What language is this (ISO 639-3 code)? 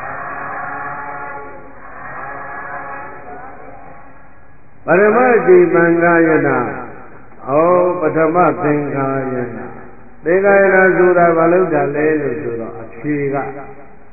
mya